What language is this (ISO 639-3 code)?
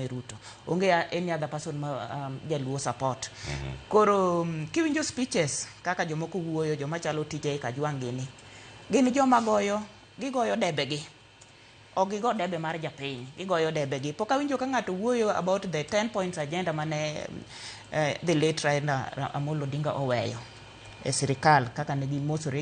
luo